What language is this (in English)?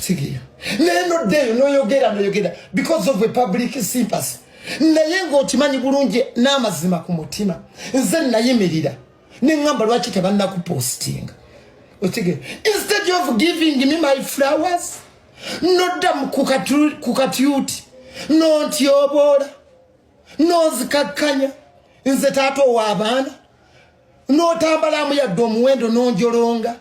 Ganda